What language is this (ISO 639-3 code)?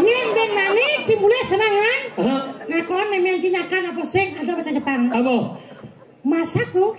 ban